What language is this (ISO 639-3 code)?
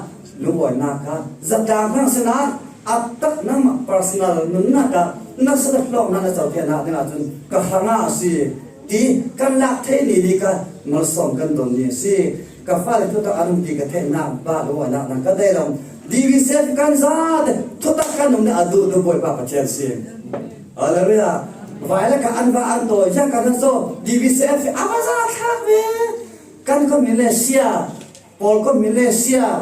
cfm